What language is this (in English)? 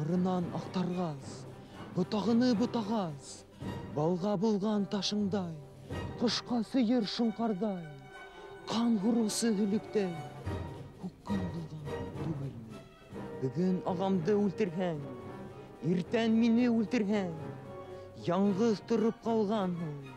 Bashkir